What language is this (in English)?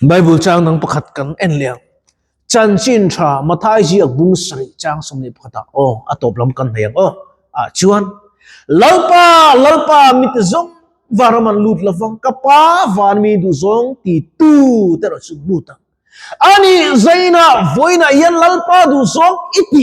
Mizo